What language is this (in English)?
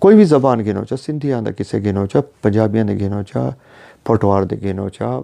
Saraiki